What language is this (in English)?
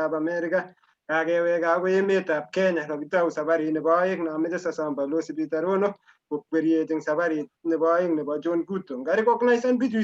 Kalenjin